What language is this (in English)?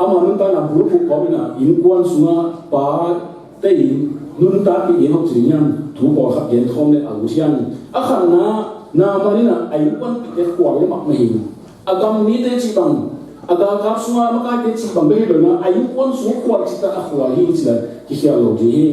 Tedim Chin